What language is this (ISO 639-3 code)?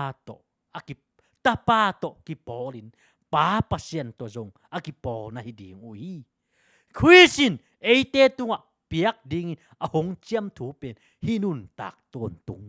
ctd